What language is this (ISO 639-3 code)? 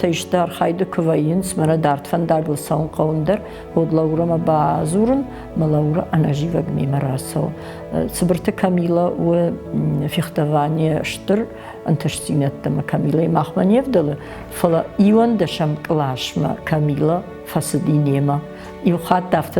oss